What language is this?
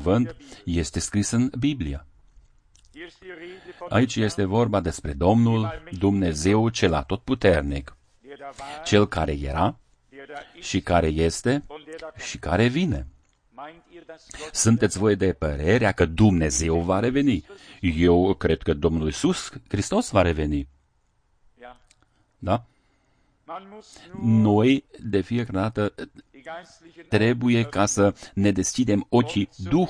Romanian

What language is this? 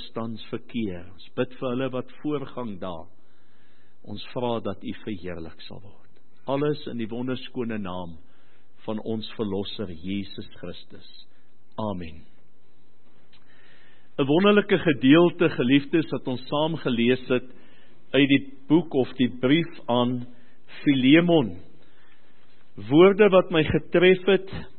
Afrikaans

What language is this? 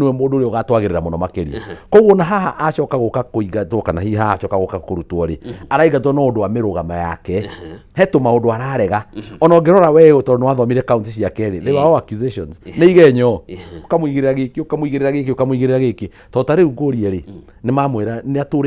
Kikuyu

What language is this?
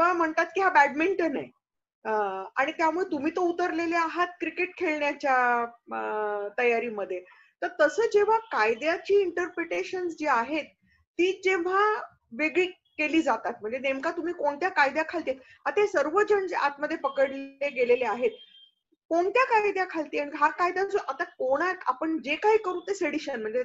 Marathi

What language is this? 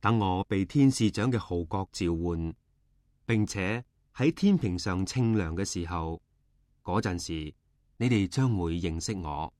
Cantonese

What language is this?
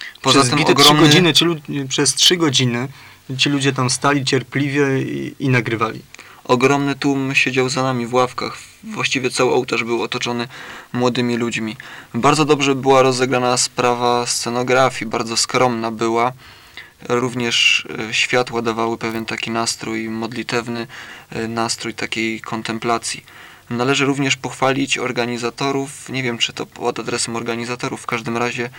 Polish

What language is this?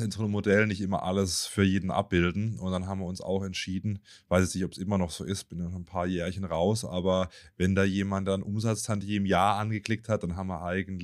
German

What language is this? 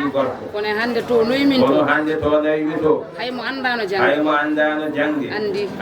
Fula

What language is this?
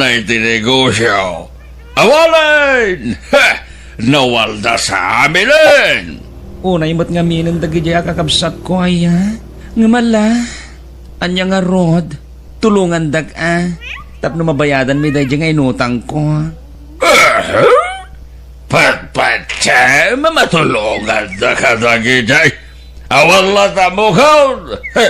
Iloko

